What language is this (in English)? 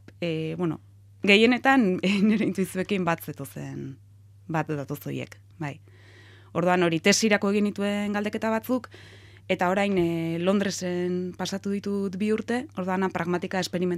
Basque